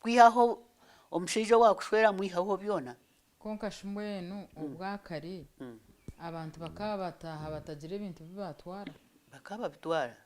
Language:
Nyankole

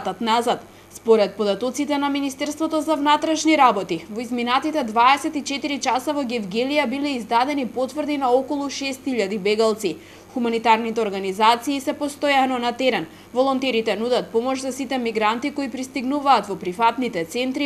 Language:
Macedonian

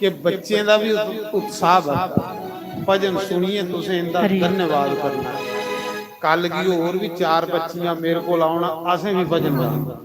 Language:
Dogri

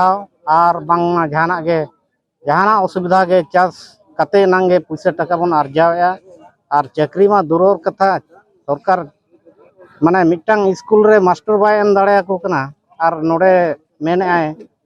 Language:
Santali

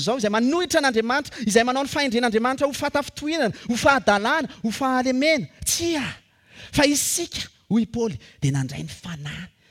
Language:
Malagasy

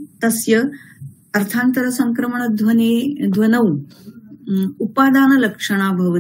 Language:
Sanskrit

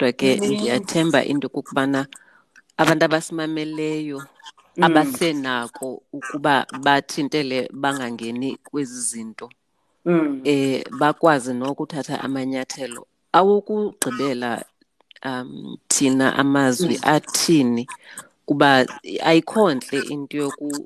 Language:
Xhosa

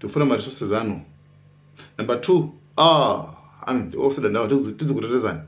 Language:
Nyanja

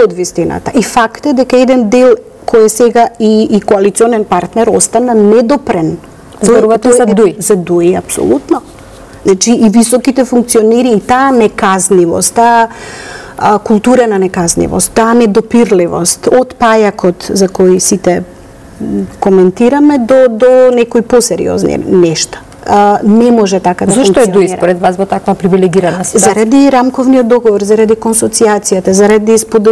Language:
Macedonian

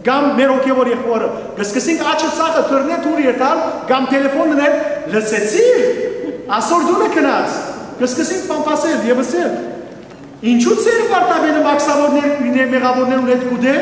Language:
Western Armenian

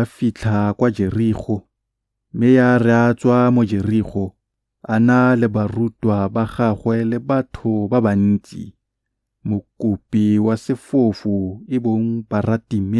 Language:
Tswana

